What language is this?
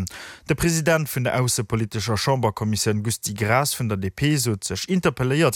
Luxembourgish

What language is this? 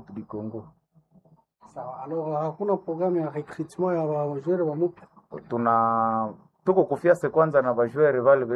Swahili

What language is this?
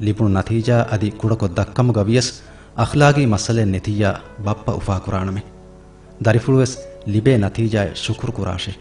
Divehi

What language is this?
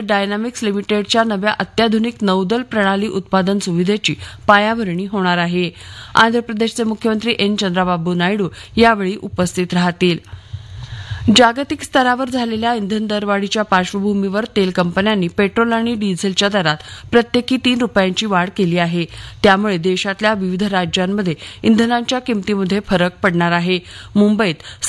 Marathi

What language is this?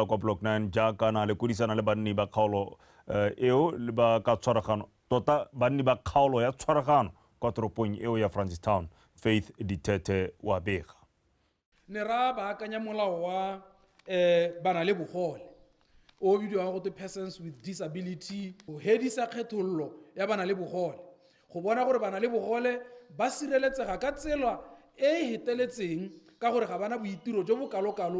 Tswana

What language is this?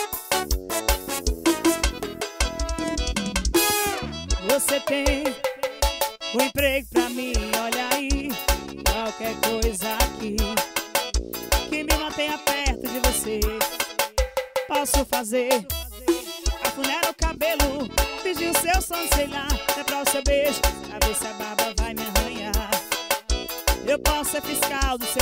Portuguese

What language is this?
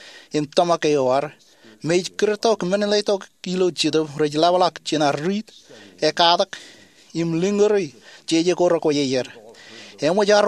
Marshallese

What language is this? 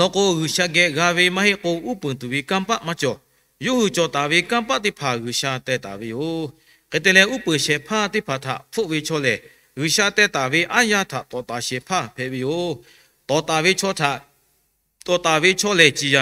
Lahu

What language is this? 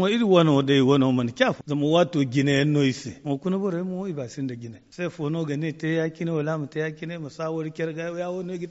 Zarma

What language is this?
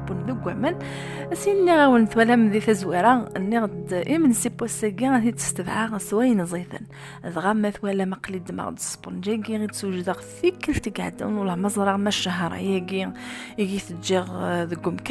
Kabyle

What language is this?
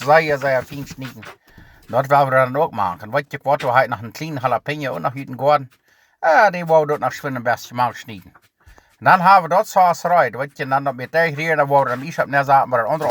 Plautdietsch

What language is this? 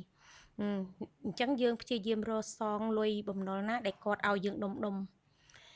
Khmer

